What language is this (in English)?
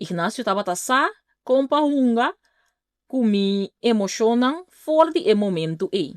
Papiamento